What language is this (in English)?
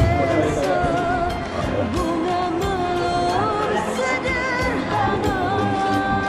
Malay